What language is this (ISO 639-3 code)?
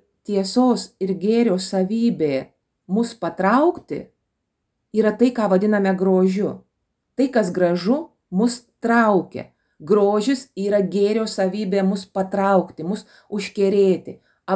lit